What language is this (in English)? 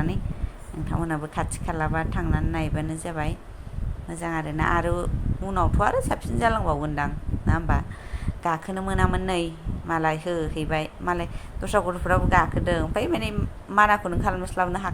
Bodo